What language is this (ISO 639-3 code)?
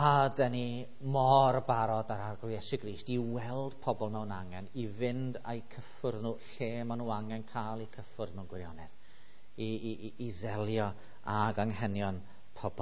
cym